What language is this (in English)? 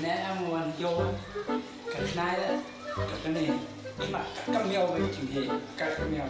Khasi